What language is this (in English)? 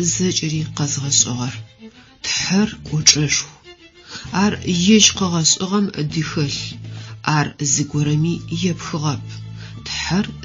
Adyghe